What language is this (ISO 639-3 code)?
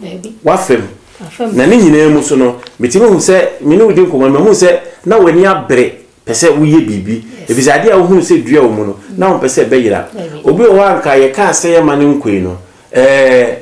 aka